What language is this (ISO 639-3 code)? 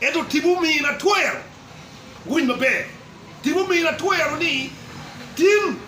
ach